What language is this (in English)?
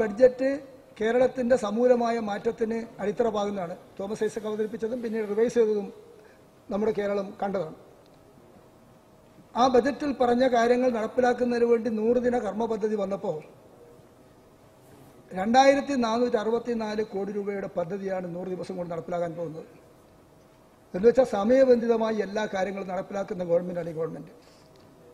Malayalam